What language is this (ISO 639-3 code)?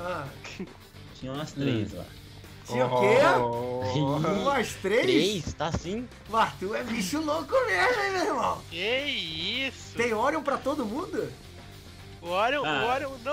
por